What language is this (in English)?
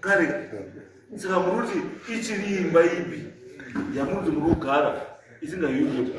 Shona